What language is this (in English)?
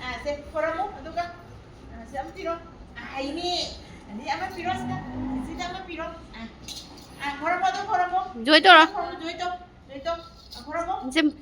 Manipuri